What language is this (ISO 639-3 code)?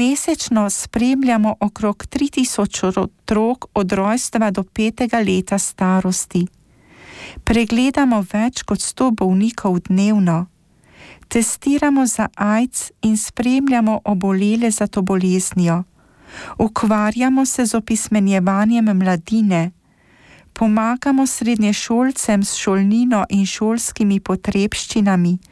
slv